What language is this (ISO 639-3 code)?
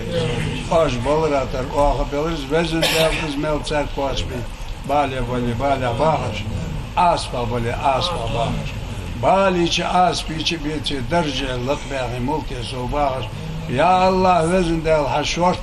inh